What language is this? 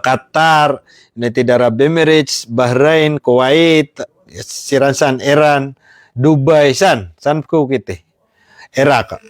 Maranao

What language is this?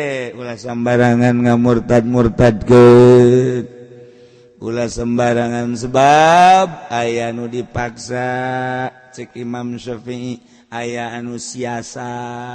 Sundanese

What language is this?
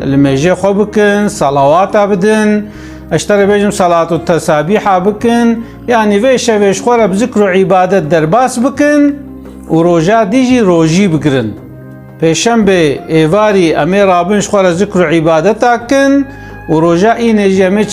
Kurdish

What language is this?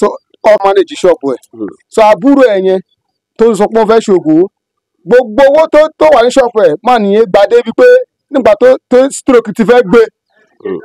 Yoruba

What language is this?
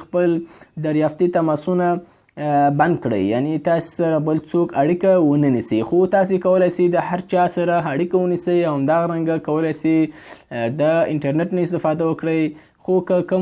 Pashto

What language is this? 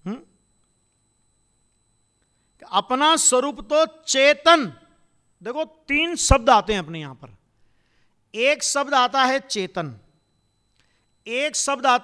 Hindi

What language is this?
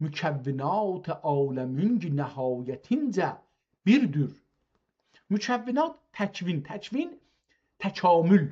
South Azerbaijani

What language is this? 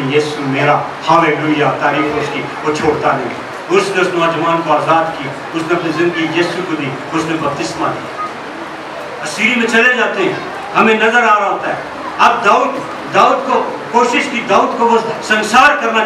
Urdu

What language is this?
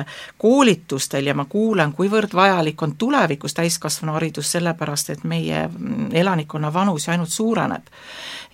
Estonian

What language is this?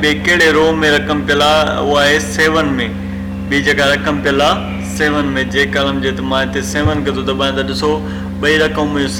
Sindhi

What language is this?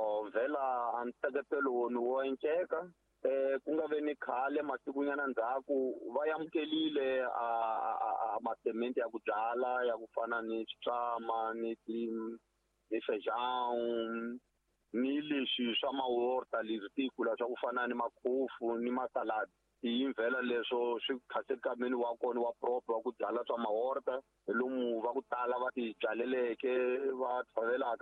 Tsonga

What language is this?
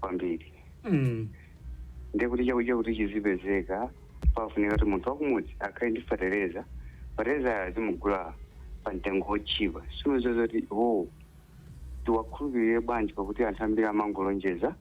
Nyanja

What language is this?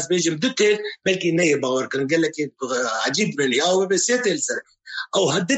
Kurdish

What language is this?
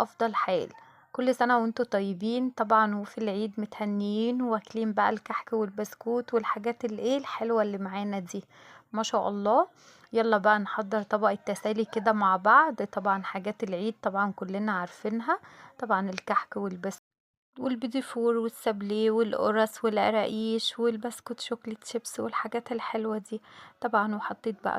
Egyptian Arabic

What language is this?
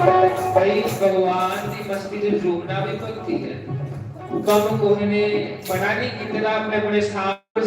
Dogri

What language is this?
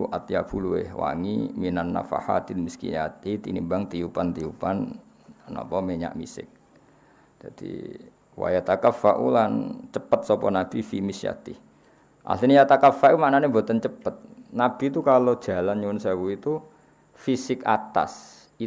Javanese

